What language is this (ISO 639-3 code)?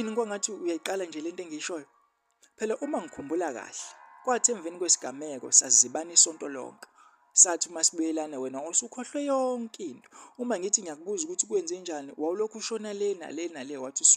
zul